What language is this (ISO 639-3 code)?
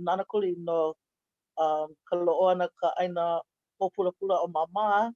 haw